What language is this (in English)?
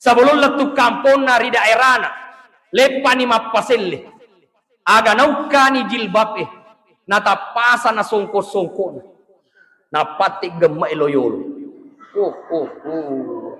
Buginese